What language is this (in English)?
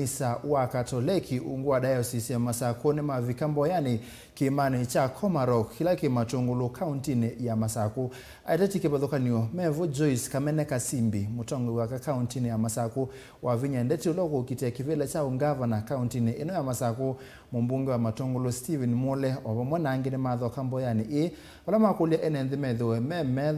Kamba